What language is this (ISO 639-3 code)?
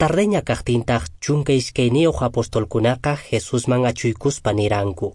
que